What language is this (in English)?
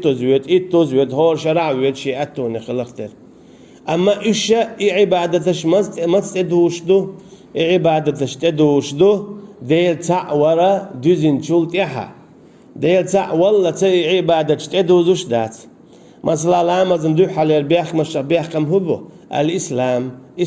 Chechen